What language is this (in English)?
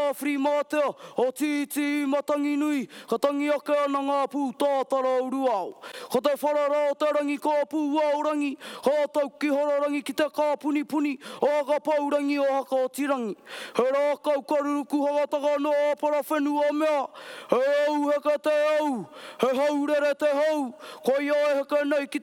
Māori